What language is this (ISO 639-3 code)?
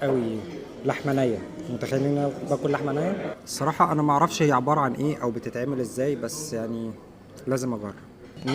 arz